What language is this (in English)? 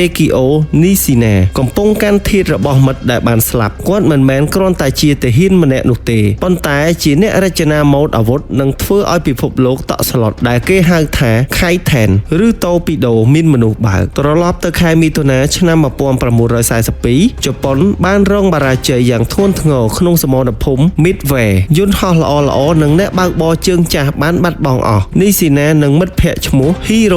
Khmer